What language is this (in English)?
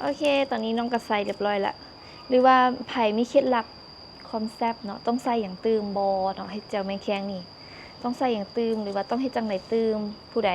Lao